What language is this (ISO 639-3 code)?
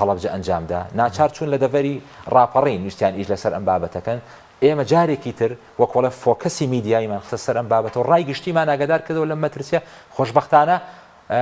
ckb